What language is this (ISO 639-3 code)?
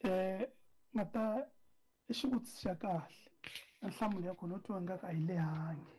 tso